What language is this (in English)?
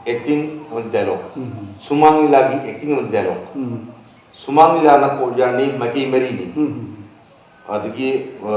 Manipuri